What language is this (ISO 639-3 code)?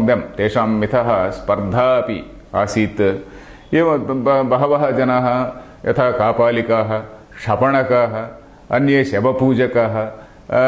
san